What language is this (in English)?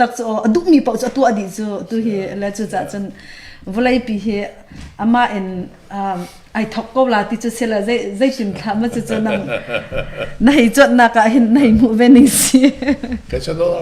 Hakha Chin